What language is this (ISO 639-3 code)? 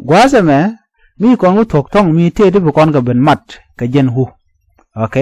nus